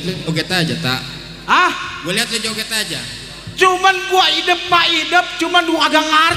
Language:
Betawi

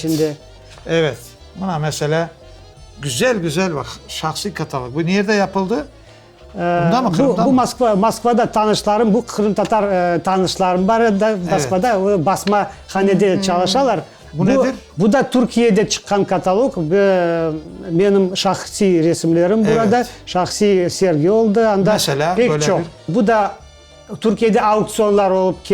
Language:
Crimean Tatar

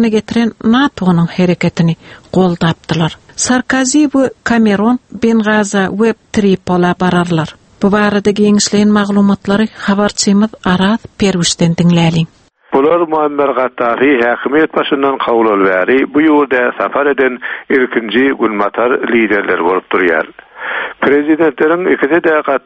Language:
Turkmen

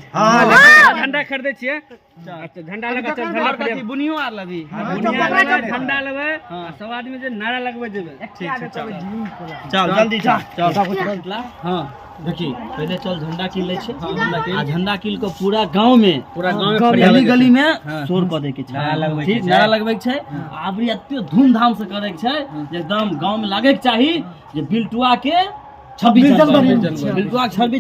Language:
Maithili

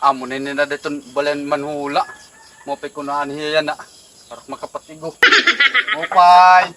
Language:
Waray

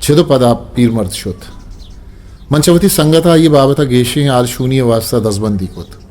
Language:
Eastern Balochi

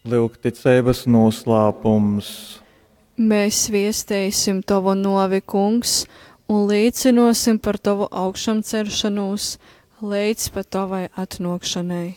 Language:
Latgalian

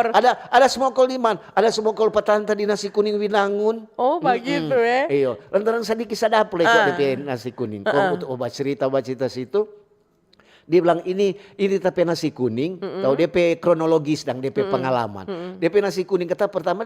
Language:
Manado Malay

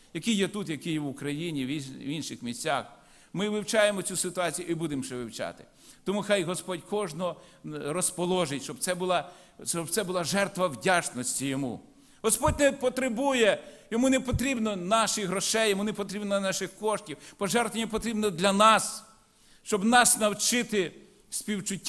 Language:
Ukrainian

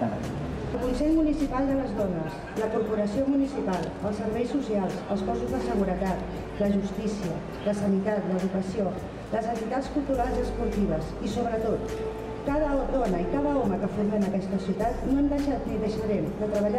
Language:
Catalan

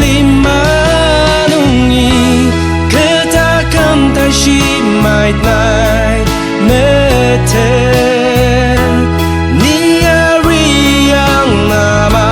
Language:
Ao Naga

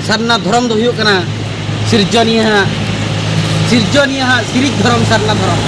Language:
Santali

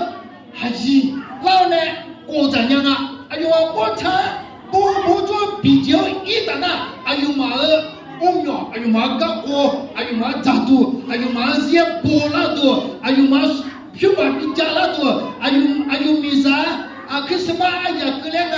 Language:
Akha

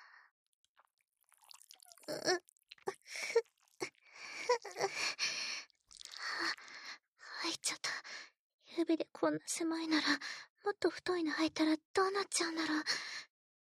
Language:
Japanese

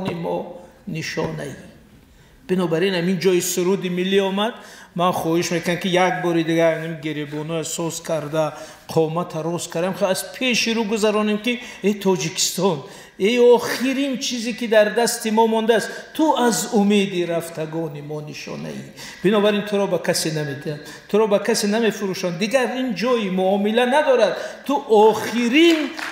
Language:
Tajik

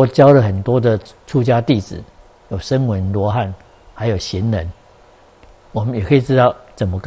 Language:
Chinese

